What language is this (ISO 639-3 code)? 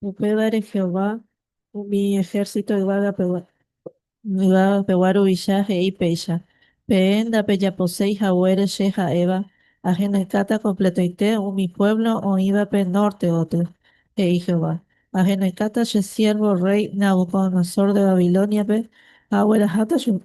grn